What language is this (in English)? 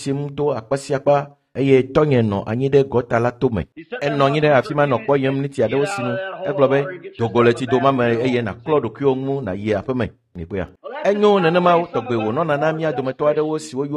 Ewe